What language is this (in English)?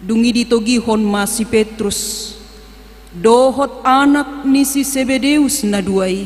Batak Toba